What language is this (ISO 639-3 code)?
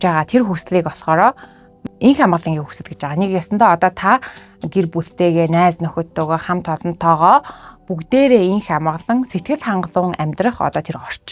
mon